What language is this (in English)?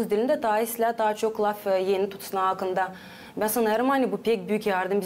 Gagauz